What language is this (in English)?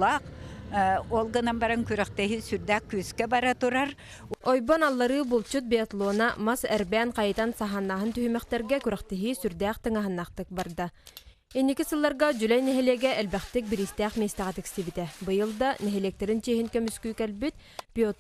Yakut